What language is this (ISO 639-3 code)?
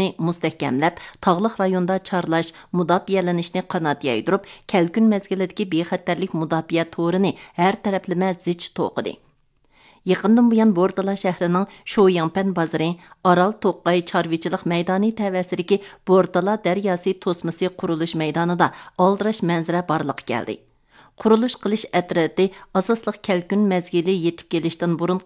uig